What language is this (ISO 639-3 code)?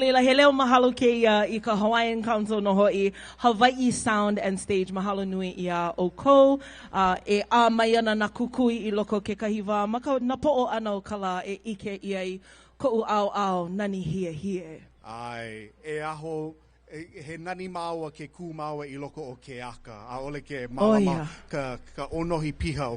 haw